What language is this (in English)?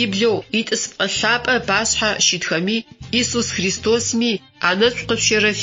Adyghe